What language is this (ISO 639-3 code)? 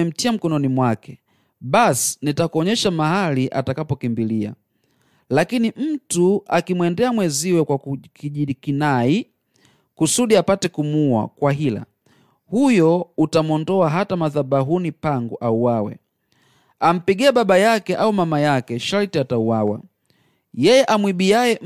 swa